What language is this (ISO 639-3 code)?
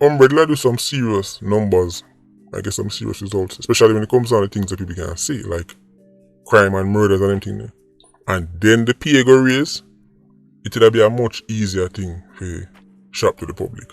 jam